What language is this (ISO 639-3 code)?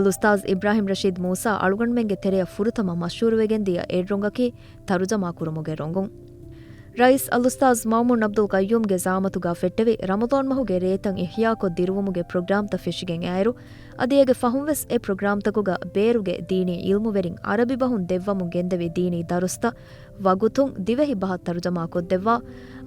div